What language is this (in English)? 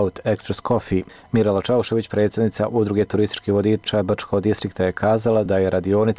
Bosnian